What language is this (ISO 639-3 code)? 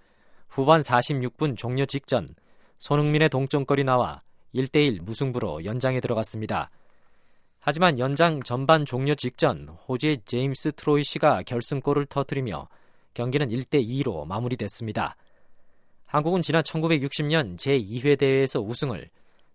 kor